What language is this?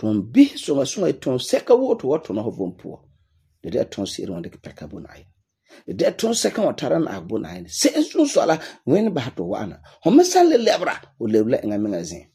Frafra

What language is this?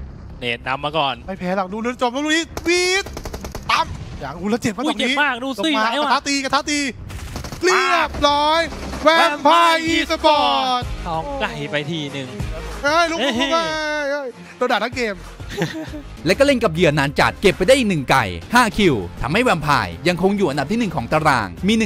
Thai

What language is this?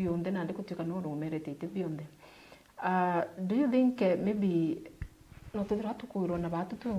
Meru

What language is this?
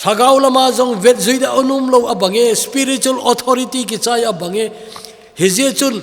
Thado Chin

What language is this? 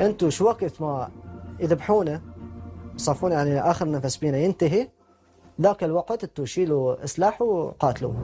Mesopotamian Arabic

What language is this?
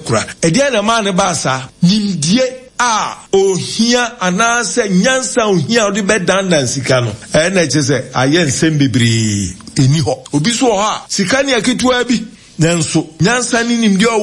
Akan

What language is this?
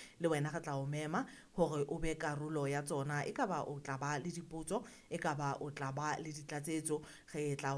Southern Sotho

